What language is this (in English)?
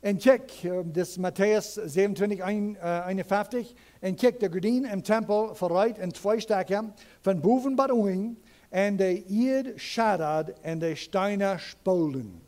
Plautdietsch